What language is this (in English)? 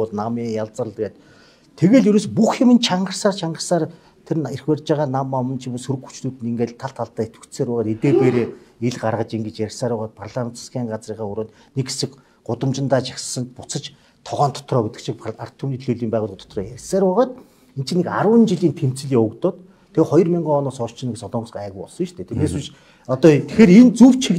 Mongolian